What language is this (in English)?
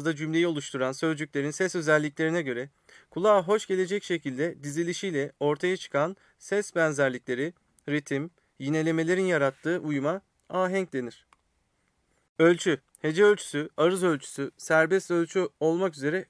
Turkish